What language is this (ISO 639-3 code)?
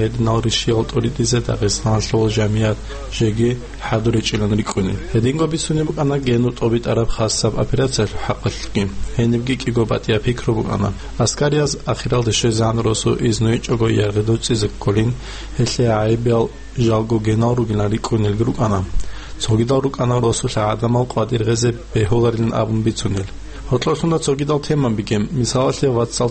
ava